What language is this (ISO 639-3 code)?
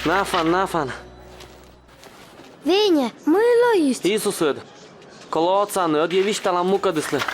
kom